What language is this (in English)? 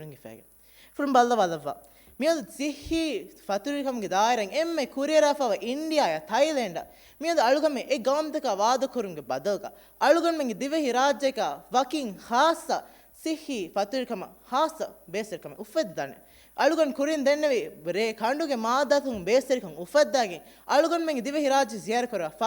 Divehi